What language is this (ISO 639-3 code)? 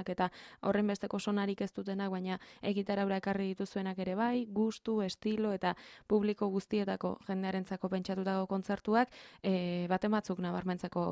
eus